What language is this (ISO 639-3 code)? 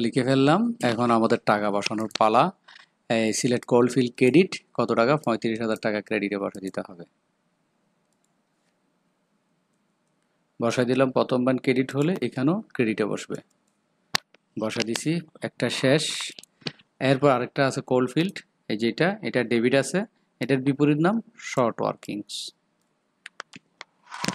ben